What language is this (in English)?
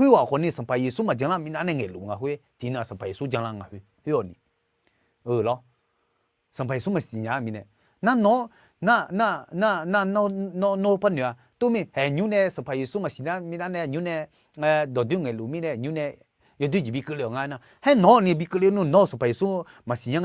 Akha